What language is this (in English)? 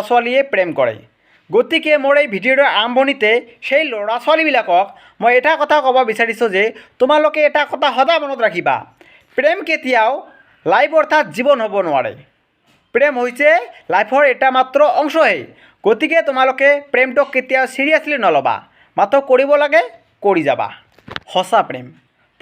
Assamese